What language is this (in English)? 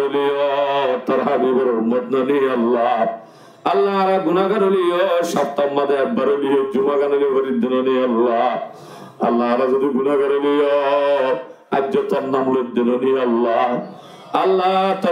Rohingya